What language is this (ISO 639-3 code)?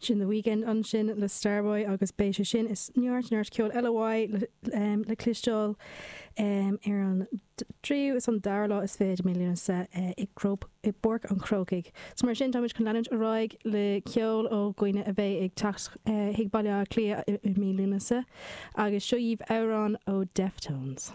gle